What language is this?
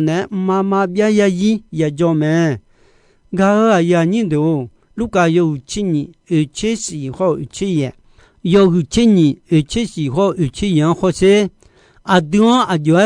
Akha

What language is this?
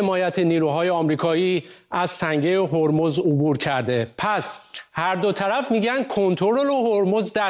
Persian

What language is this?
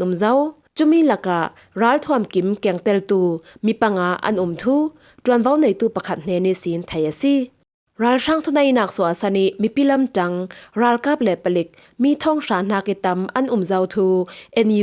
Falam Chin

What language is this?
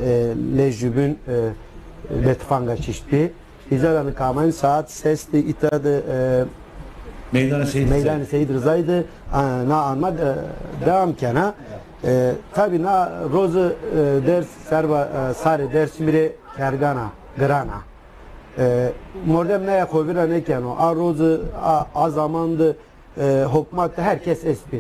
Zaza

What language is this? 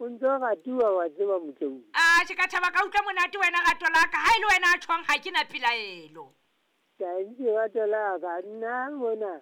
Southern Sotho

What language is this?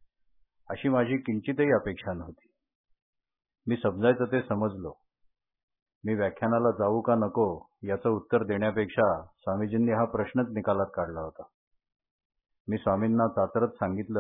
Marathi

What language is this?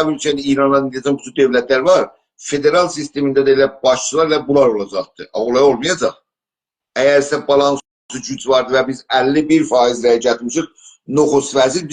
South Azerbaijani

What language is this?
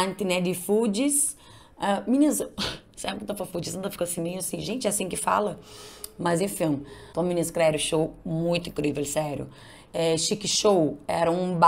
Kabuverdianu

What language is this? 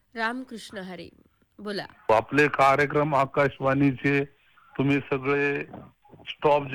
Marathi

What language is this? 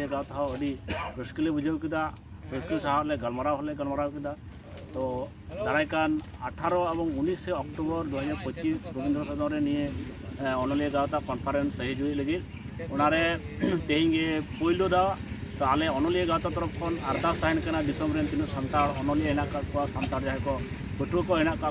Santali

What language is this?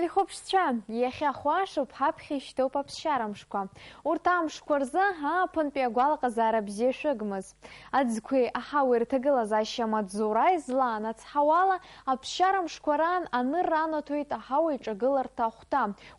Abkhazian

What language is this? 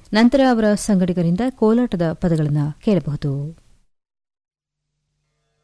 Kannada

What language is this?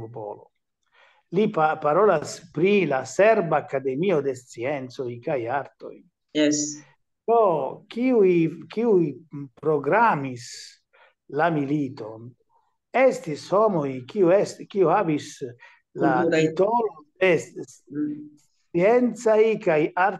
Esperanto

